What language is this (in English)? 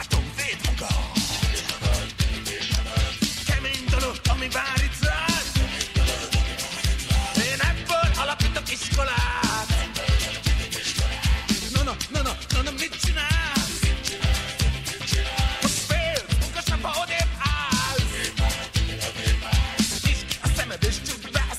Hungarian